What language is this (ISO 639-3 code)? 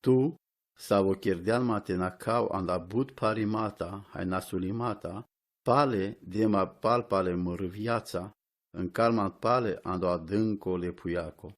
rom